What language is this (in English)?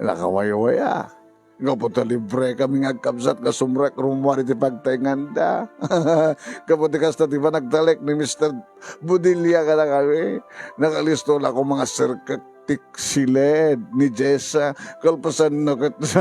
Iloko